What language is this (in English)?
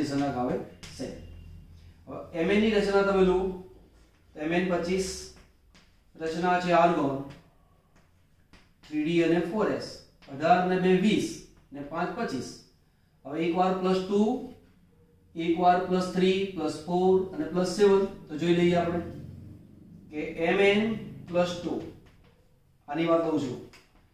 Gujarati